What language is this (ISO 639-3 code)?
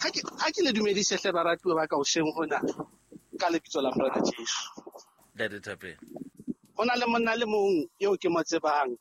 sot